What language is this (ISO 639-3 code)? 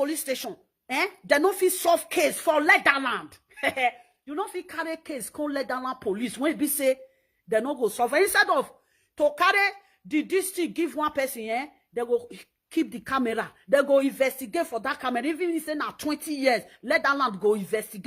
pcm